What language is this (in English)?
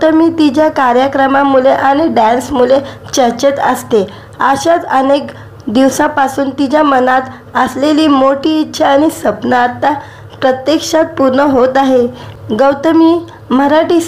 Marathi